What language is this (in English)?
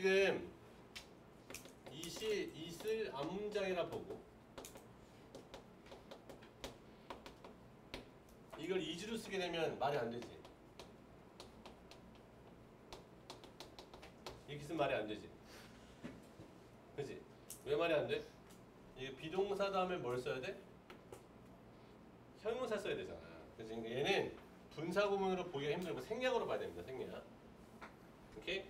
Korean